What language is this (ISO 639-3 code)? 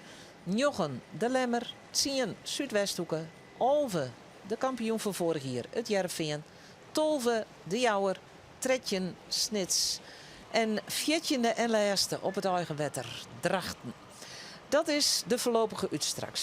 fry